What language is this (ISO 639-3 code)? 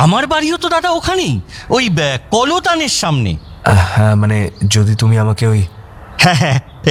ben